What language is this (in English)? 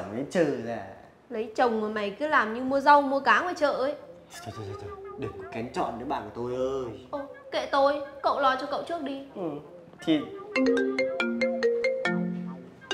Vietnamese